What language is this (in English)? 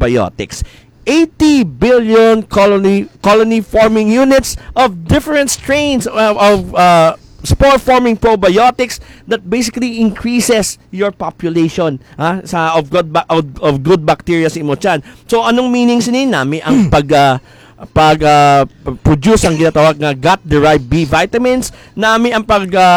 Hiligaynon